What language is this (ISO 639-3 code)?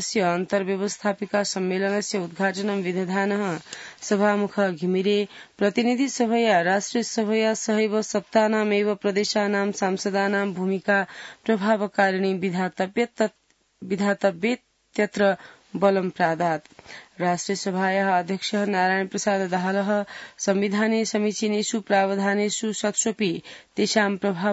san